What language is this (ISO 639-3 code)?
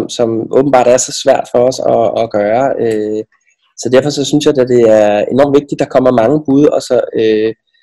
dan